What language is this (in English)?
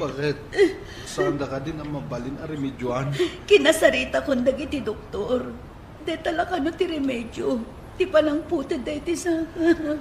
Iloko